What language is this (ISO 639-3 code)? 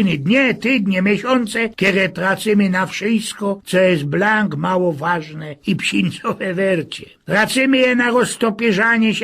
szl